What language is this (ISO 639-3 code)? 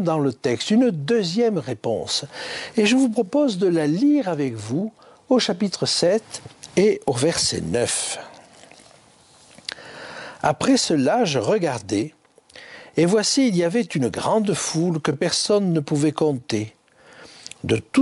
fra